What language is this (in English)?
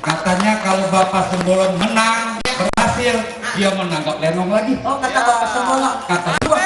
Betawi